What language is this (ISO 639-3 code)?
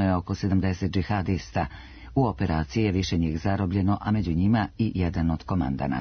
srp